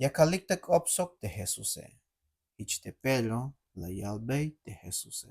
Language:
Tzeltal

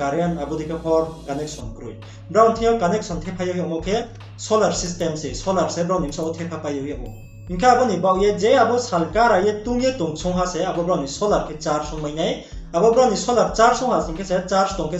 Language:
Riang (India)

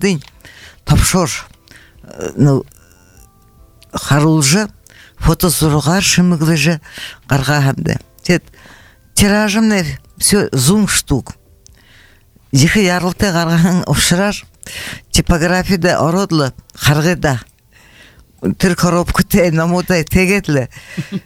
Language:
Buriat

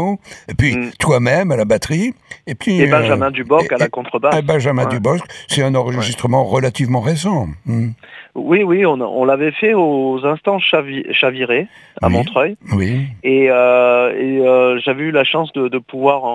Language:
French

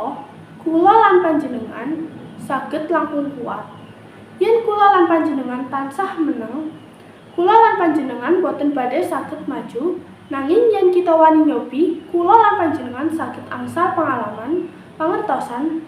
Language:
Javanese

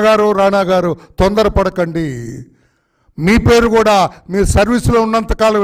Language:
Telugu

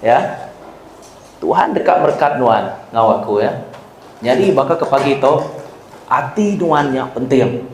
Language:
Iban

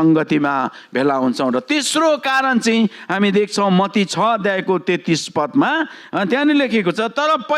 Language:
Nepali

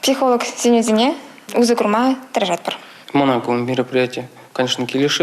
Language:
Chuvash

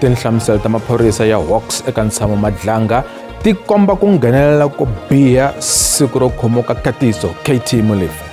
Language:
Tsonga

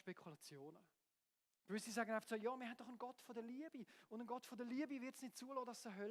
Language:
Swiss German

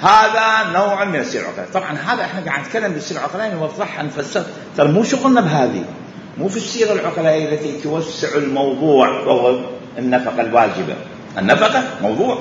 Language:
Mesopotamian Arabic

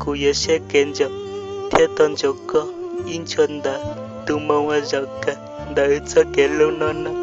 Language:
Hmong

